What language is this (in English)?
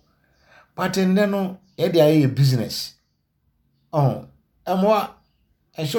Akan